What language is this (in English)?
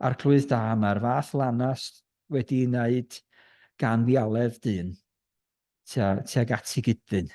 Welsh